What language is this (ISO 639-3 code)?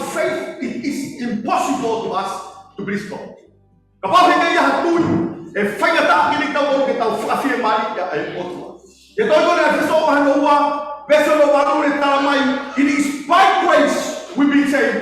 ton